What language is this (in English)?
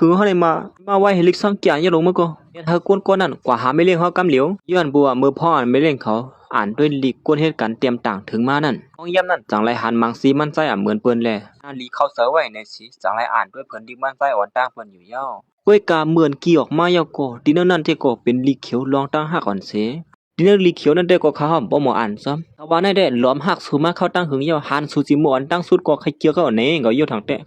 Shan